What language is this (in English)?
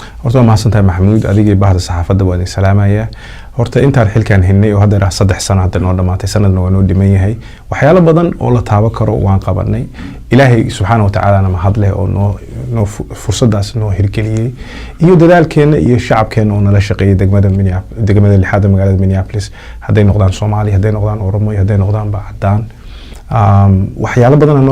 Somali